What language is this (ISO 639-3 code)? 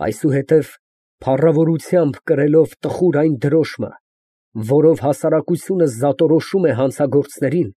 hye